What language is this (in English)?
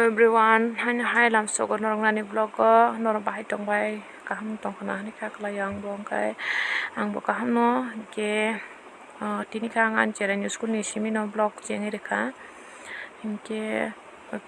Kok Borok